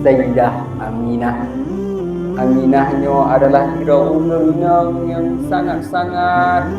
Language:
Achinese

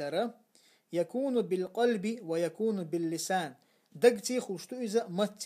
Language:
Chechen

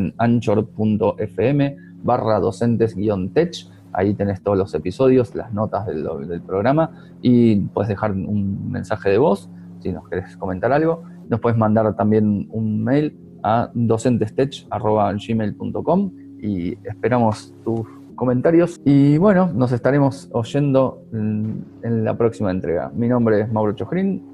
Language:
Spanish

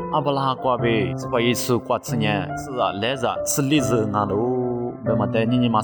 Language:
Lisu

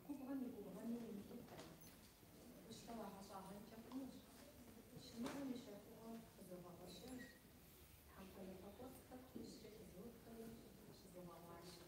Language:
Kabardian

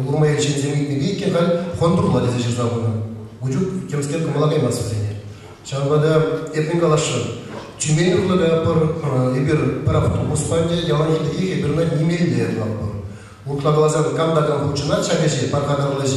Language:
Chuvash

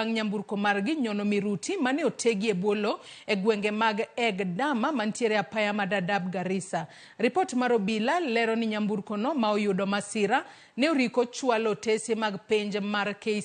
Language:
Luo (Kenya and Tanzania)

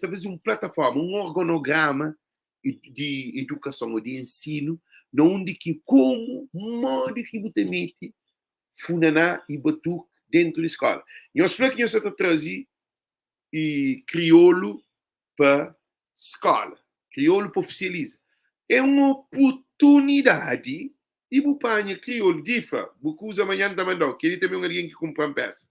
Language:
Kabuverdianu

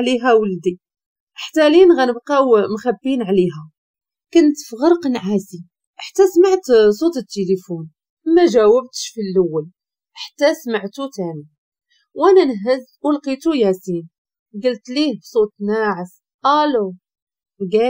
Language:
Moroccan Arabic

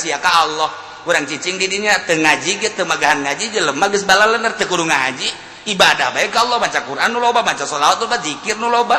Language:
Sundanese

